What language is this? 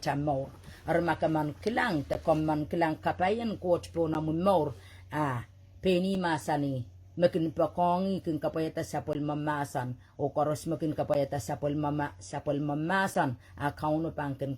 Pohnpeian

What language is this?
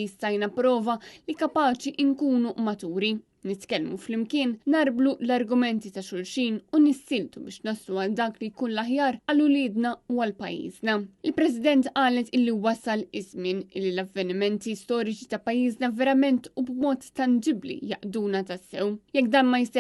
Maltese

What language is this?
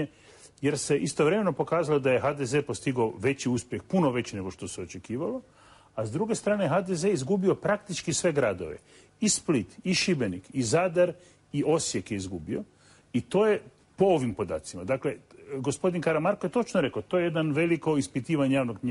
Croatian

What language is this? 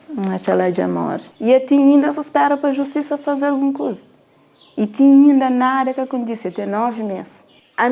Kabuverdianu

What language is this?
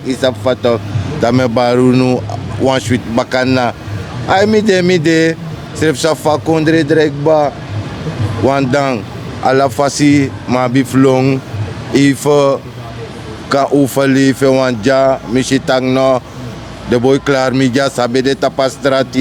Sranan Tongo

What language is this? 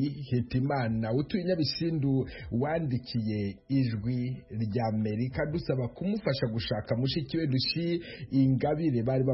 Kinyarwanda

